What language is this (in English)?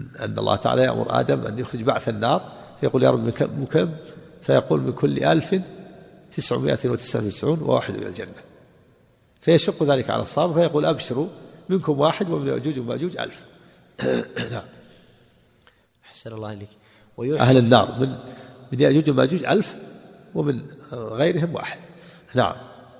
Arabic